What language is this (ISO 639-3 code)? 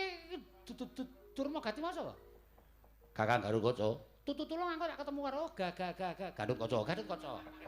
jav